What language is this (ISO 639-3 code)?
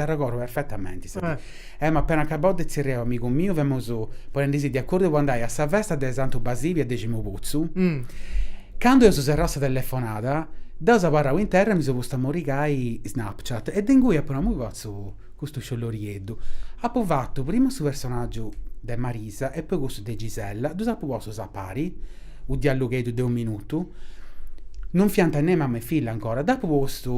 srd